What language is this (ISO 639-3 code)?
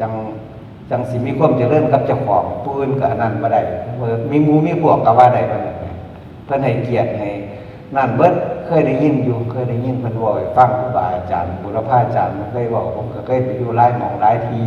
tts